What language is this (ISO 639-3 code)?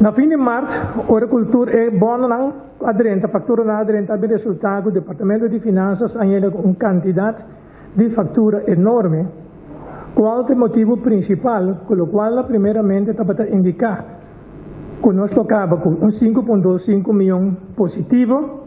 pap